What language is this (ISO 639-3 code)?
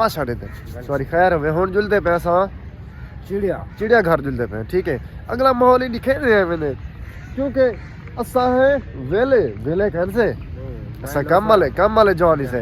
skr